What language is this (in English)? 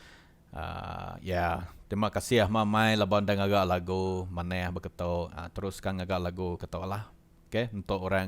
Iban